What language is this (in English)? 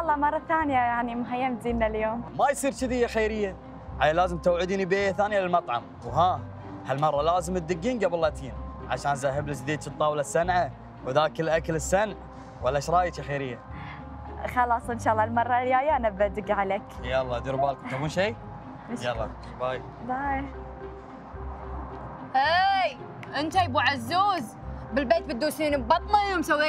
Gulf Arabic